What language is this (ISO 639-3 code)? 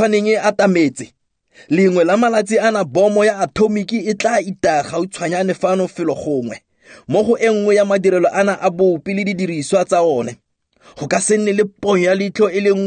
tsn